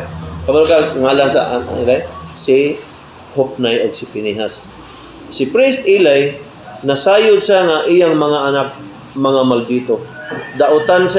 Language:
Cebuano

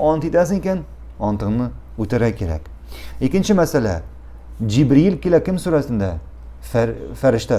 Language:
Tatar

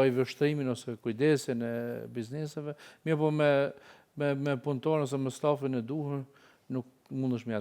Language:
Albanian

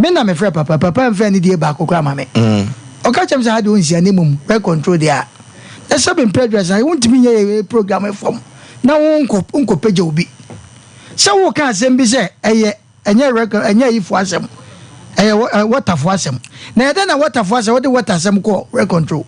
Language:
Akan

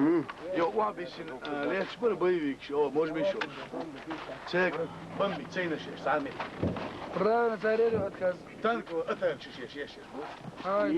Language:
Chechen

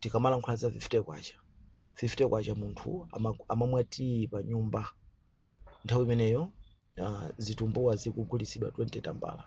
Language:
Nyanja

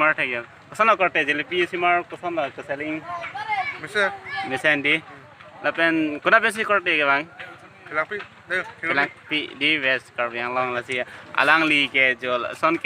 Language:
Karbi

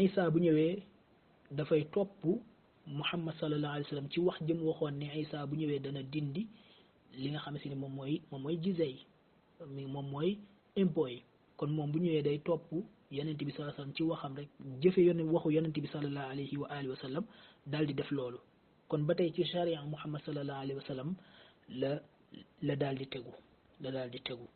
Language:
Wolof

